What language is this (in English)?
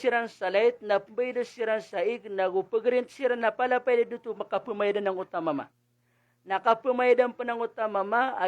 Maranao